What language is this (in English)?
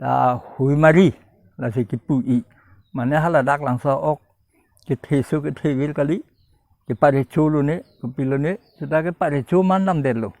Karbi